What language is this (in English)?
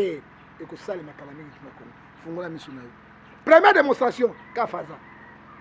Lingala